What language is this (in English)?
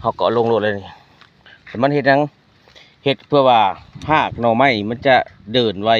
Lao